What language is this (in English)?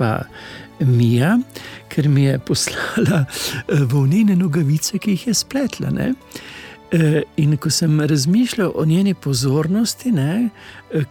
Slovenian